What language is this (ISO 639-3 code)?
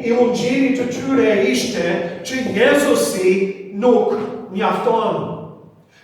sqi